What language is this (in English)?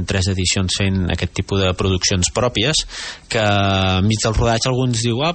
Catalan